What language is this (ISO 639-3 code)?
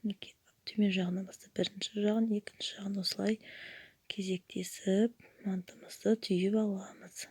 kaz